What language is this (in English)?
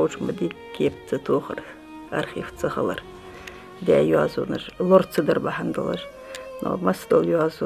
Ingush